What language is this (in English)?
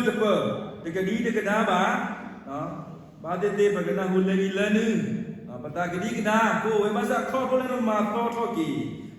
S'gaw Karen